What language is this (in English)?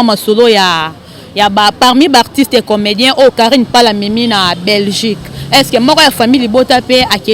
Lingala